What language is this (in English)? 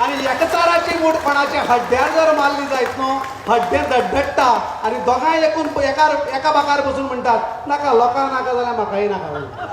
Konkani